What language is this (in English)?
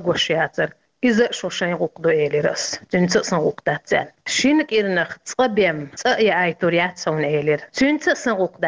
Chechen